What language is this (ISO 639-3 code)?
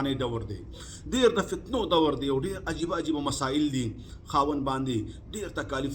pus